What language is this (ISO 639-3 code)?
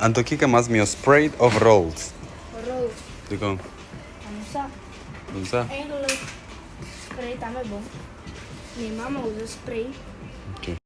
pap